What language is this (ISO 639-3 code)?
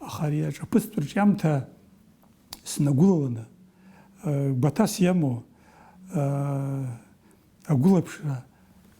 abk